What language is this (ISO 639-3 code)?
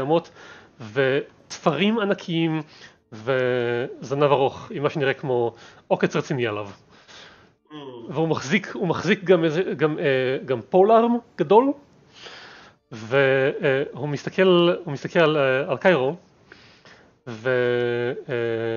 heb